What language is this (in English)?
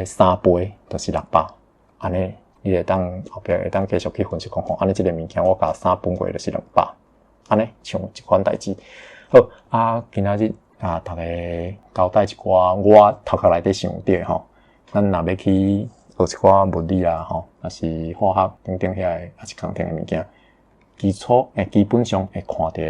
Min Nan Chinese